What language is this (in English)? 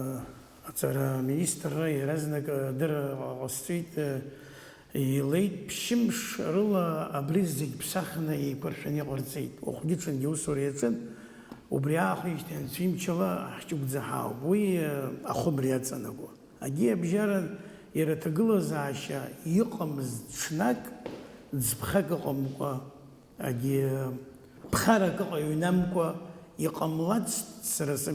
Abkhazian